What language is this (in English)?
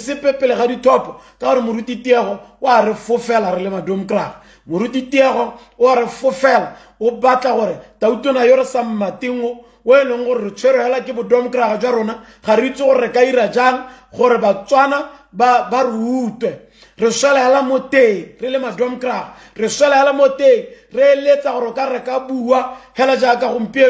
Tswana